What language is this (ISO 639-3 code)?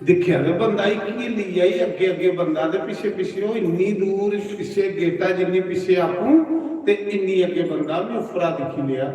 doi